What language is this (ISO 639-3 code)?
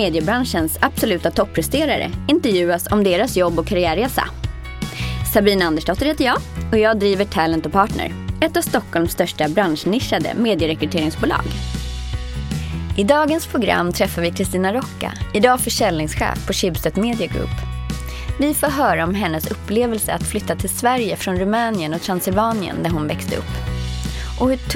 swe